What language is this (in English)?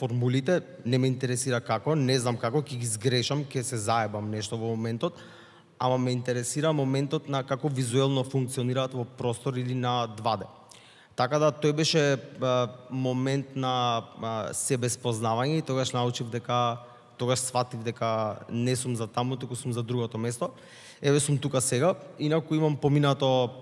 Macedonian